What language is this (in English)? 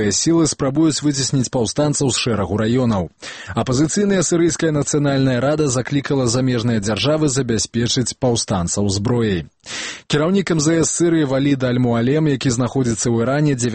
Belarusian